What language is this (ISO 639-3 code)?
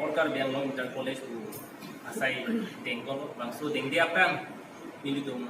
mjw